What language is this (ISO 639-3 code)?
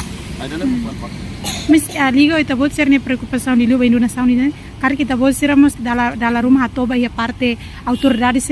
tet